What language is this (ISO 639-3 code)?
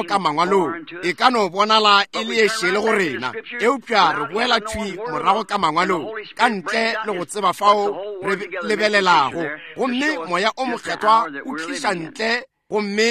nso